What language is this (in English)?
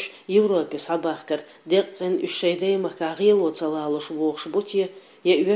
Chechen